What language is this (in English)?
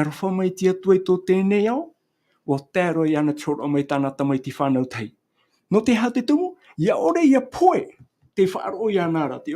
Tahitian